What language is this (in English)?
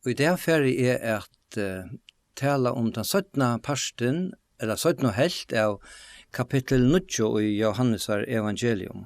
Faroese